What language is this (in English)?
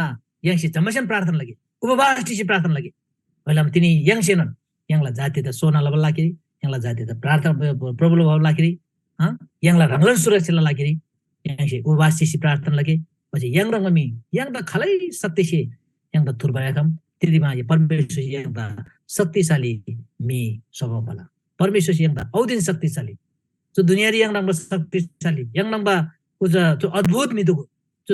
Eastern Tamang